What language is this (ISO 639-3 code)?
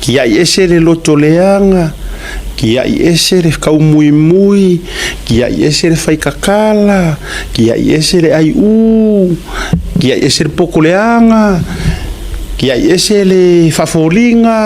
smo